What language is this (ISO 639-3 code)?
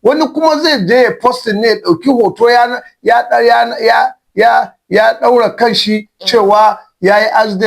hau